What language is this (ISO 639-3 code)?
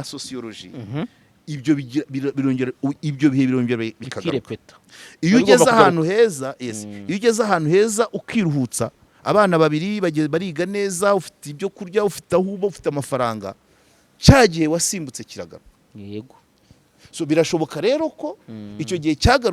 kin